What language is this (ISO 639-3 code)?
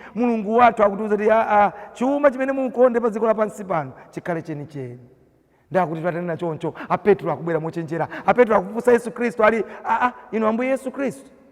nya